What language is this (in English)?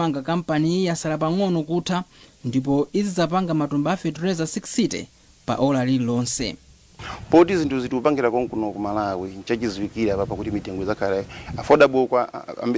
Nyanja